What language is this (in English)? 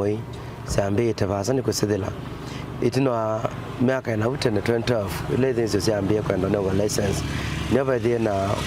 Kamba